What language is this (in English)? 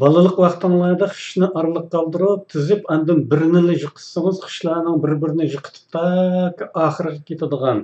Uyghur